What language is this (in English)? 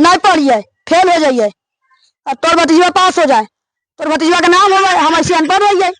Magahi